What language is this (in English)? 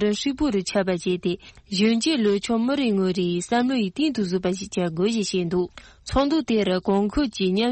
Tibetan